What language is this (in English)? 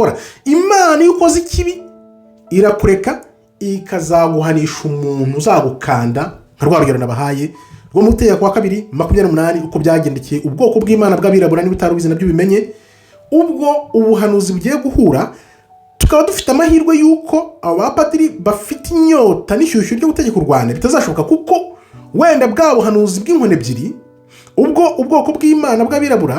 Kinyarwanda